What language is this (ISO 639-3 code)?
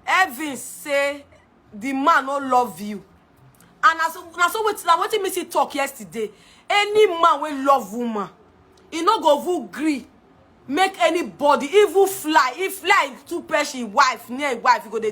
pcm